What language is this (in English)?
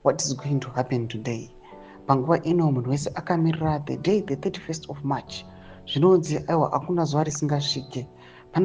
Shona